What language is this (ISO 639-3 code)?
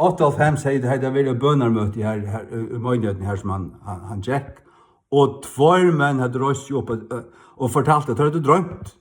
fao